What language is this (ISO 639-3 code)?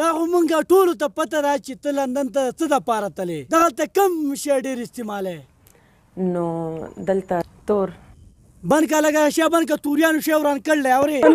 pus